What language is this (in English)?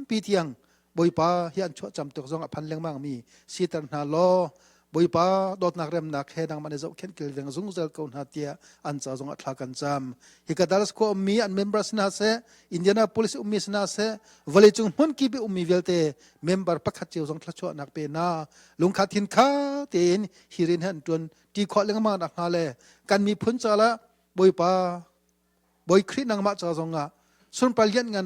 Hakha Chin